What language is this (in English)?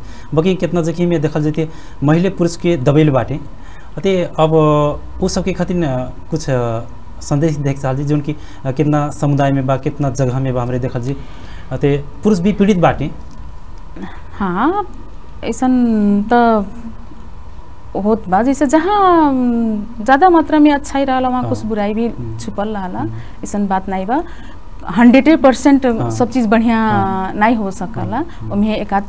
Bhojpuri